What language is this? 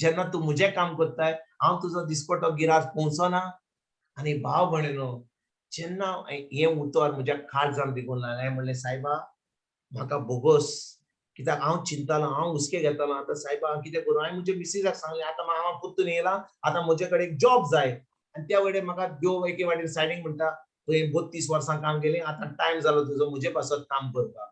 Konkani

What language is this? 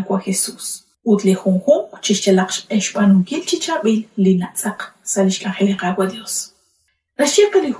Kekchí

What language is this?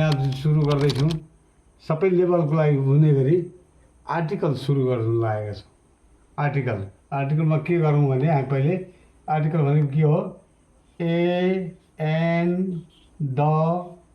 Nepali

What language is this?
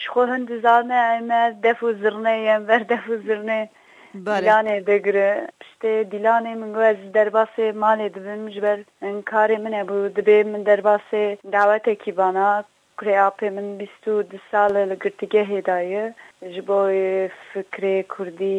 Kurdish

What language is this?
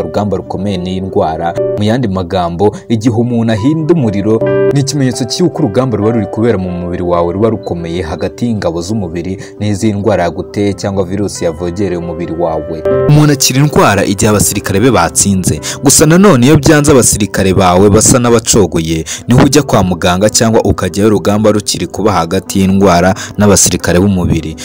Kinyarwanda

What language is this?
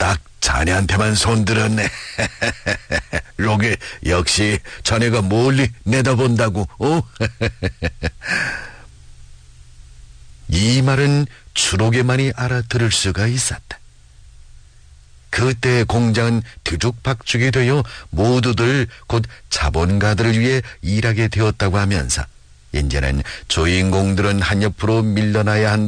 Korean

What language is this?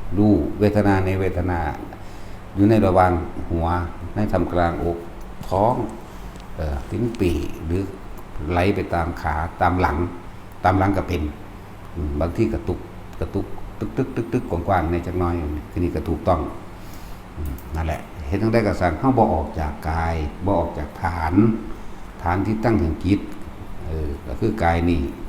Northeastern Thai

